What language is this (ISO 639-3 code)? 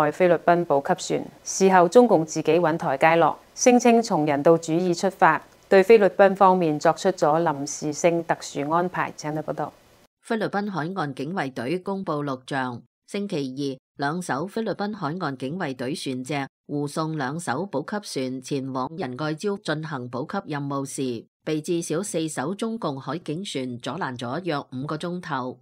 yue